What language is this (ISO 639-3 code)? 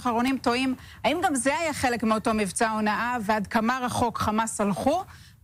heb